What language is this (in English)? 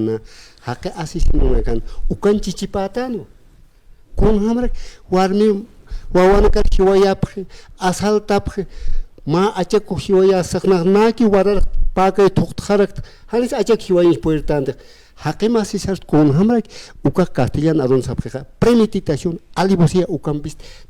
Aymara